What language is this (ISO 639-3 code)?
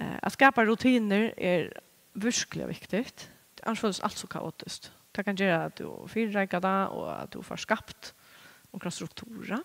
fao